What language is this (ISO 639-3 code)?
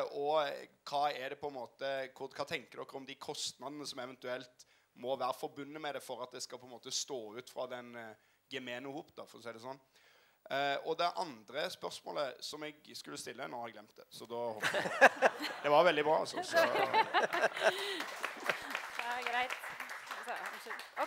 nor